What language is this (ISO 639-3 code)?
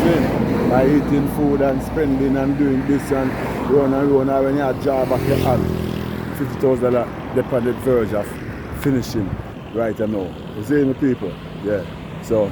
jam